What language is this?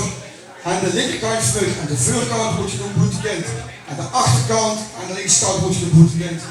Limburgish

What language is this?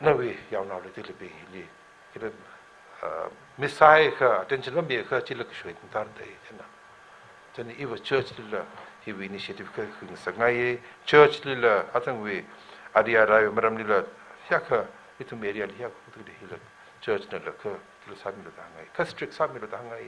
Tangkhul Naga (India)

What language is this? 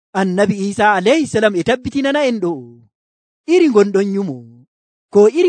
Nigerian Fulfulde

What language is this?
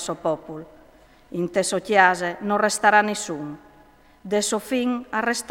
Friulian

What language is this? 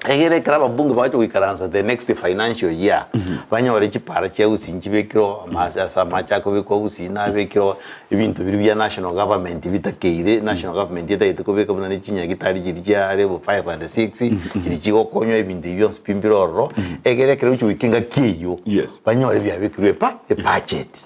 Gusii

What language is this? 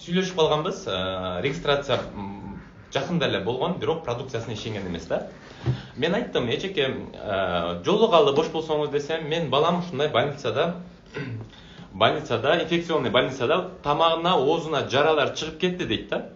Kyrgyz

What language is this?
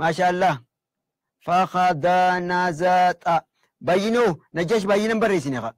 Oromo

